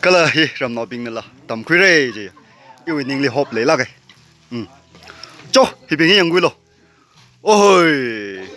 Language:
Tangkhul Naga (India)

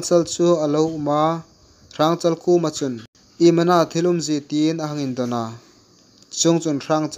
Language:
Hmar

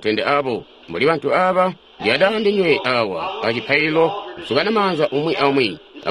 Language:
Tonga (Zambia)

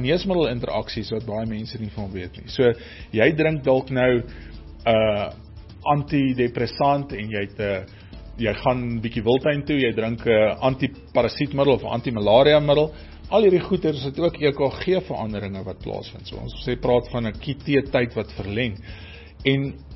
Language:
Afrikaans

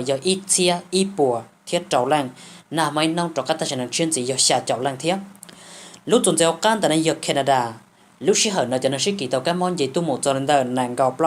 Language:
Hmong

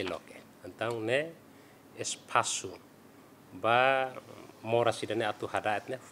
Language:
Tetum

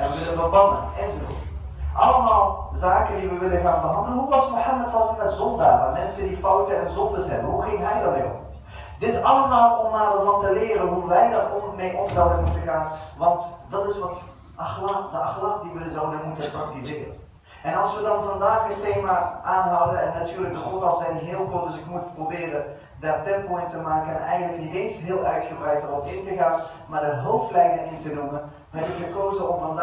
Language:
Dutch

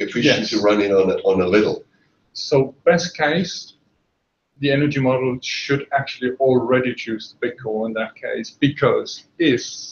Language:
English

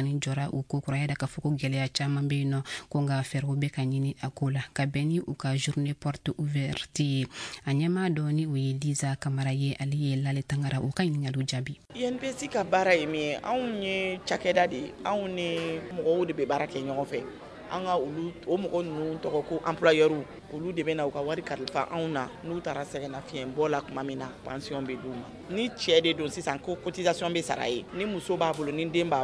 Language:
Bambara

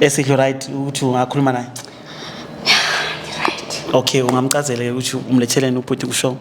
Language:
Zulu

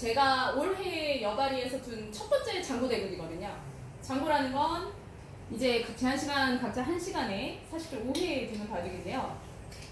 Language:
Korean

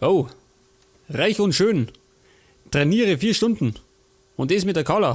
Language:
Bavarian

